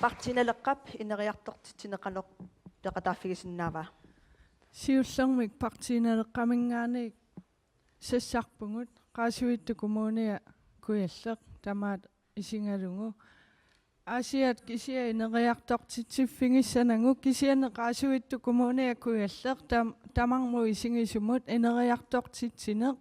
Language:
Kalaallisut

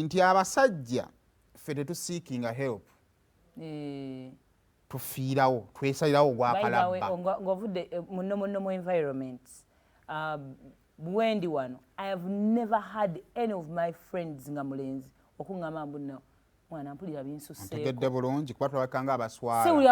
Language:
Ganda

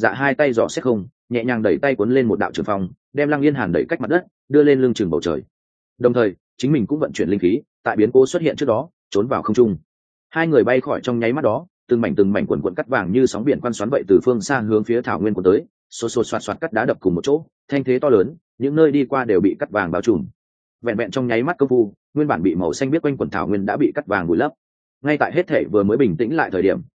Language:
Vietnamese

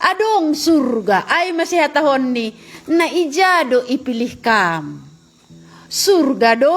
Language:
Batak Simalungun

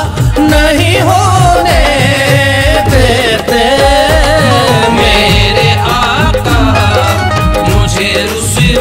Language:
Hindi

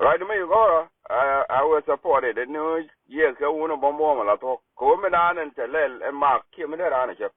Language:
Nuer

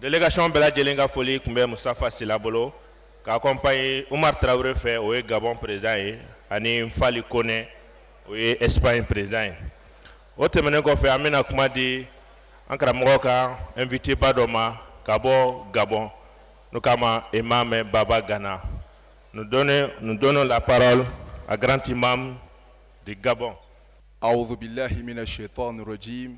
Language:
Bambara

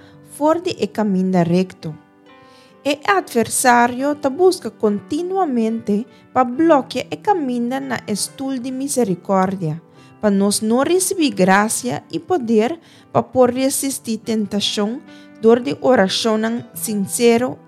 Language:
Papiamento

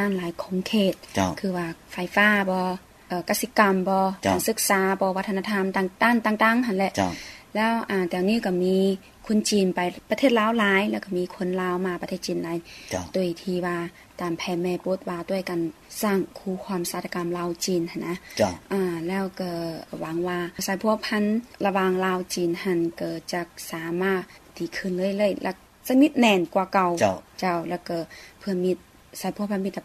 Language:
Lao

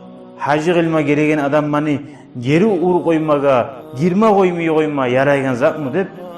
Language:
Kumyk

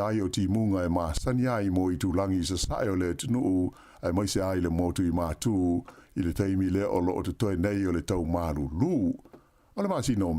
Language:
Samoan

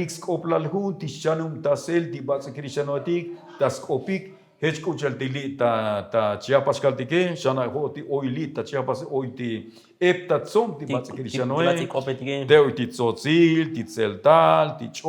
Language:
Tzotzil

